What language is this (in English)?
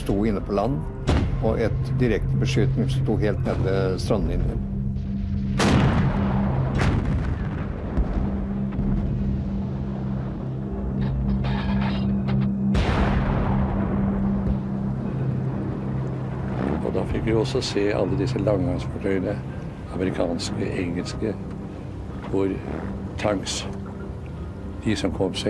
Norwegian